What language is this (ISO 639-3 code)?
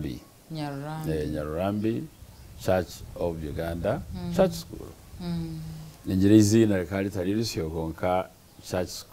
nyn